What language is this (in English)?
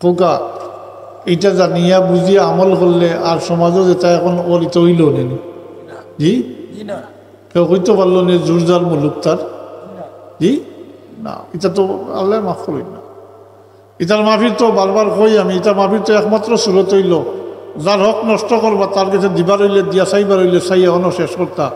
Sylheti